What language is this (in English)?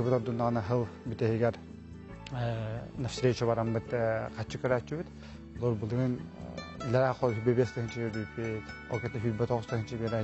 Yakut